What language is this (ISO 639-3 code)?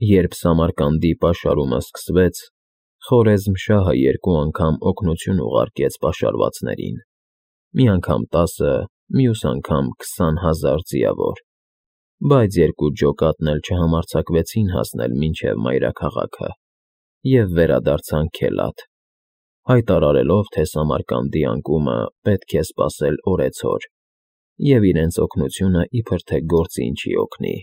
hye